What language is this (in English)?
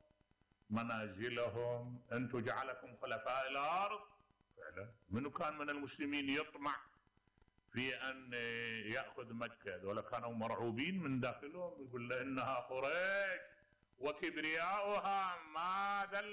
Mesopotamian Arabic